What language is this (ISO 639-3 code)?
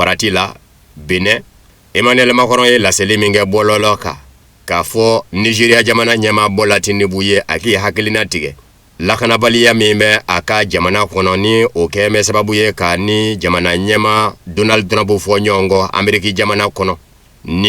bam